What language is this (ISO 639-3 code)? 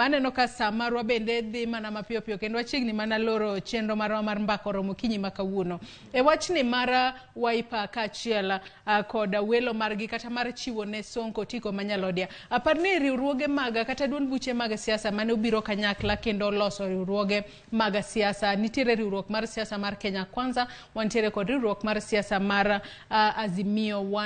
luo